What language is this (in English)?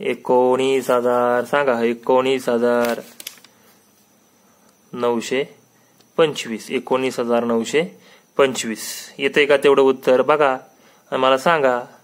Marathi